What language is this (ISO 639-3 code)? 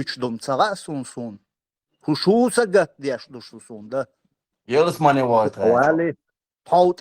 che